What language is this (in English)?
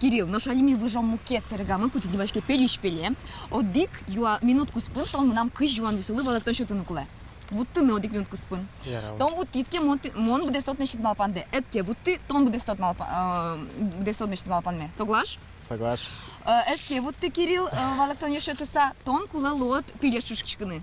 Udmurt